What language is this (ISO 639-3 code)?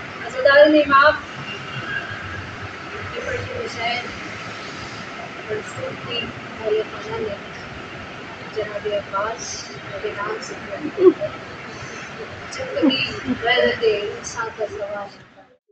urd